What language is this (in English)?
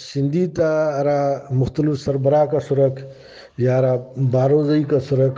Brahui